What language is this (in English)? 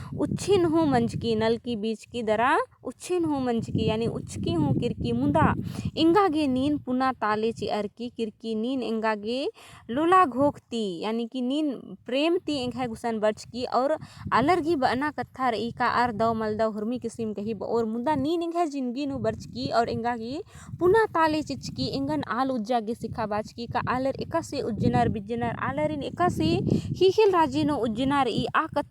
Kurukh